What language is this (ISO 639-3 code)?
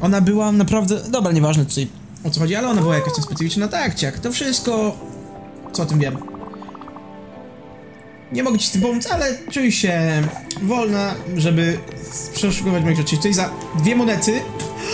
pol